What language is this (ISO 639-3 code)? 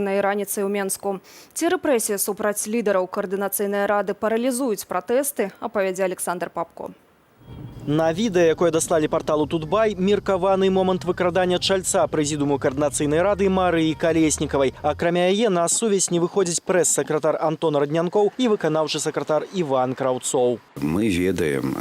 bel